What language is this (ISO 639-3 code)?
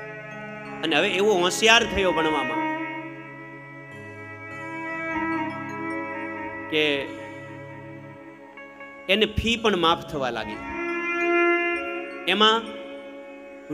guj